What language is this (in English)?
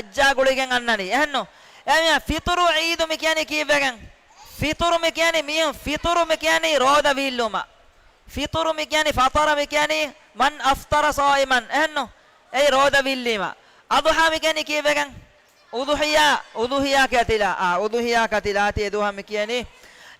Divehi